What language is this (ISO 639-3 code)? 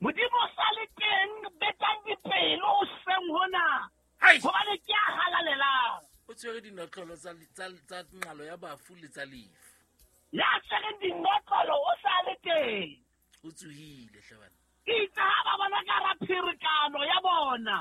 sot